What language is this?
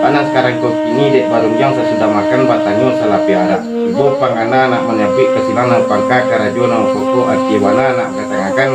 Minangkabau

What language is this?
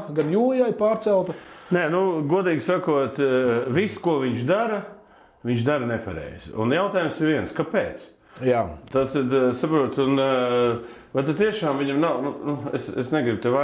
Latvian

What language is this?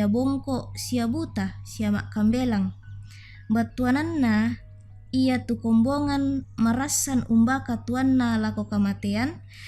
Toraja-Sa'dan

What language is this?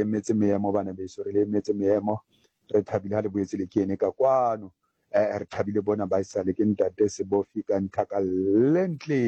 Southern Sotho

